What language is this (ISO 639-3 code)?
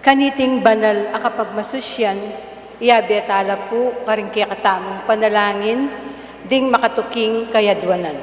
pam